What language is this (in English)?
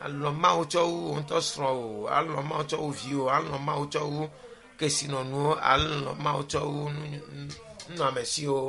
Ewe